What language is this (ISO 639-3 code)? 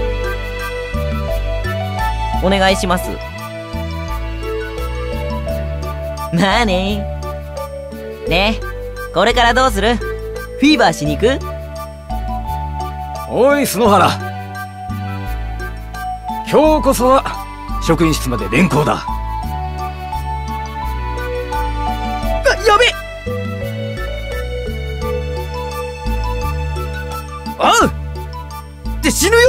jpn